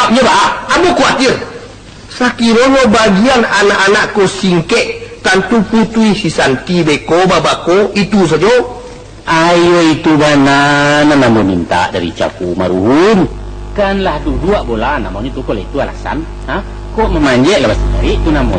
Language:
Minangkabau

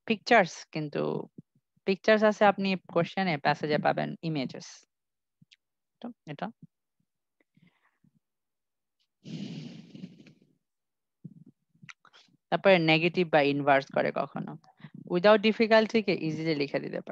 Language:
Bangla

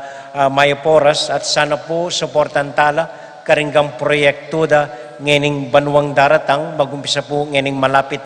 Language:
Pampanga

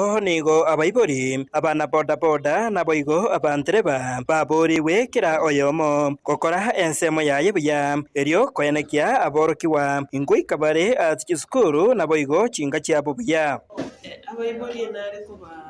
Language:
Gusii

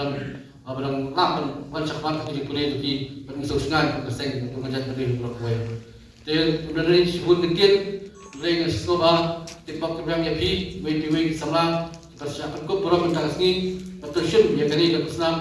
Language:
Khasi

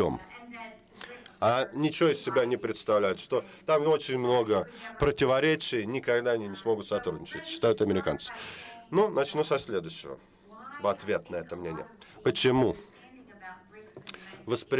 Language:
Russian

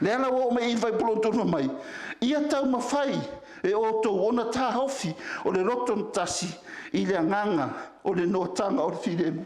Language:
Samoan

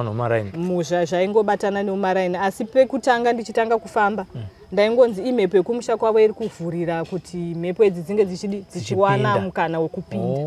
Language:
Shona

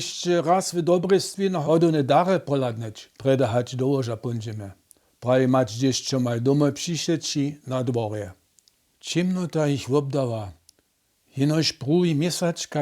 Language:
Upper Sorbian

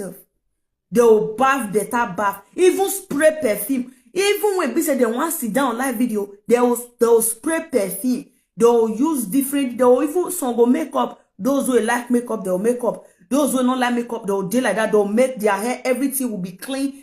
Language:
Nigerian Pidgin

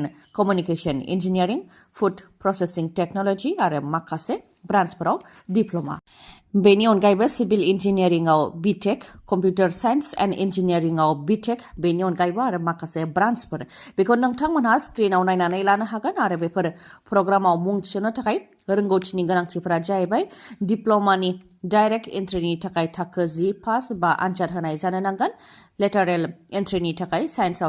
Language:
Bodo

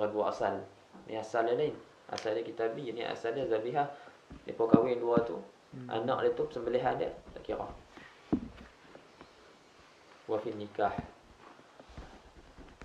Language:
Malay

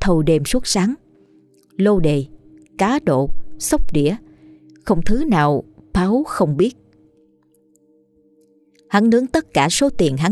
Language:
Vietnamese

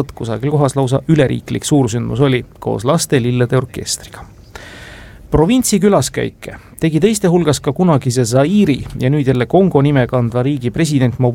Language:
Estonian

